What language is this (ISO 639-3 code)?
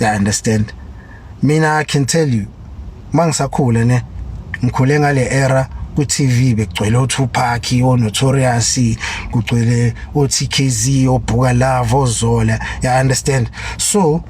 zul